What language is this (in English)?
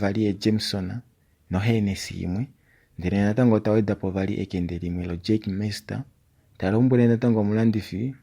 Kuanyama